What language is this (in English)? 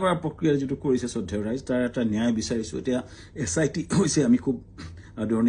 Assamese